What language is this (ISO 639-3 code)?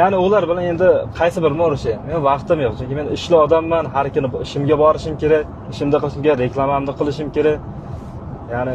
uzb